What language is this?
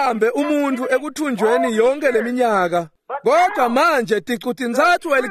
Swati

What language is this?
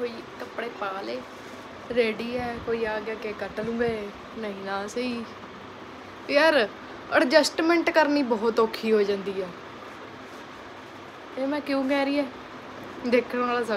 Punjabi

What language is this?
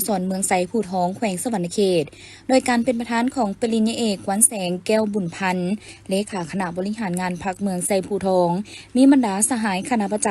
Lao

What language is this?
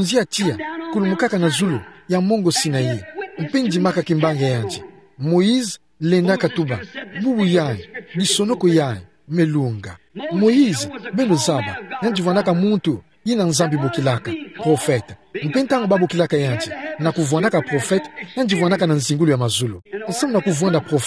Kituba (Democratic Republic of Congo)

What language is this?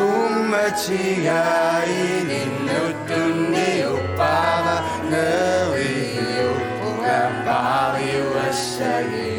Kalaallisut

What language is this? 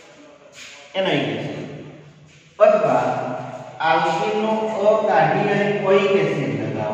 Gujarati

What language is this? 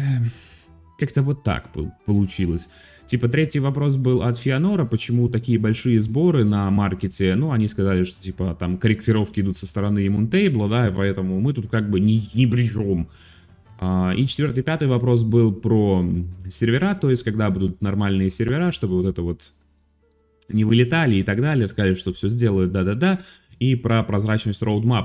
Russian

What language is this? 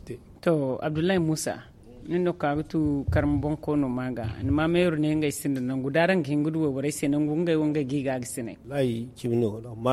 Zarma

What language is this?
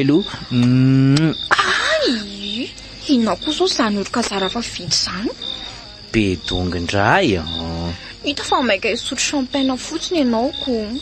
Malagasy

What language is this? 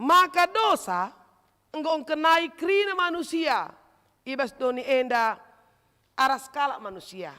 Batak Karo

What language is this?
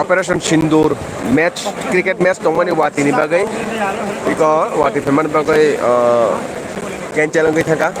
Kok Borok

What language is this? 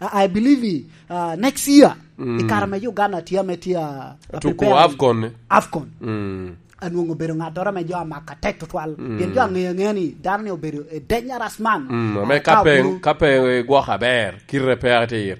Lango (Uganda)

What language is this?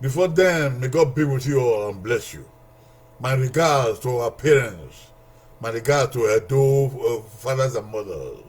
Bini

